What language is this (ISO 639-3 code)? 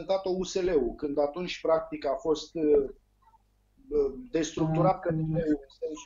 ron